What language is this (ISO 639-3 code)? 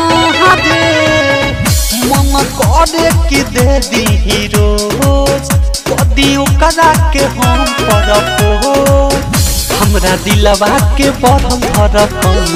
bho